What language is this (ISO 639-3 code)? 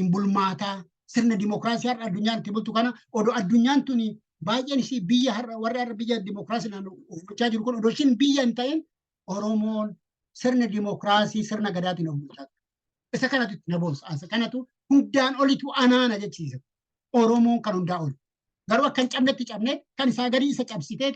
orm